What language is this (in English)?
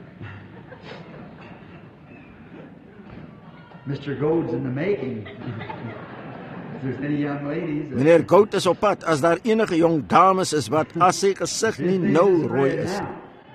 Afrikaans